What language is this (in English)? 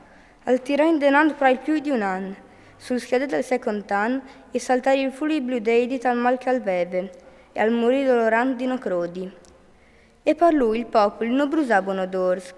Friulian